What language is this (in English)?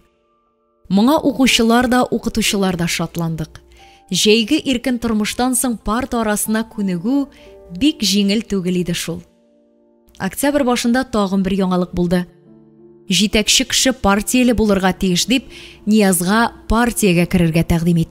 Tatar